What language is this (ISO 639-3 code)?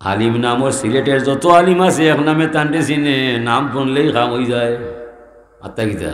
syl